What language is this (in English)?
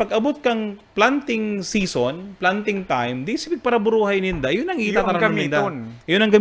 Bikol